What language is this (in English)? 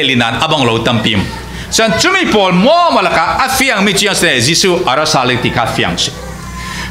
Falam Chin